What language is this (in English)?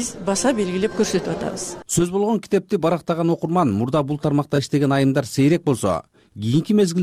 Kyrgyz